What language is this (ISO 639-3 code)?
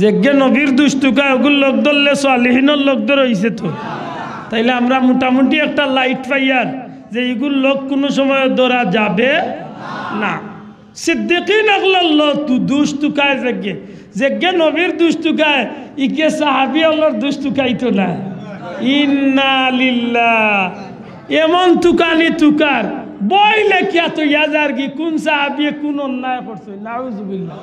syl